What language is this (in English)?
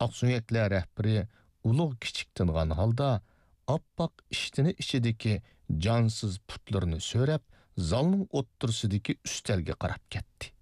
Uyghur